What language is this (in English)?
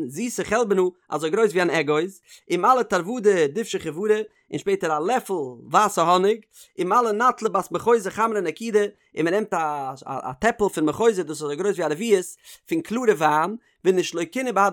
Yiddish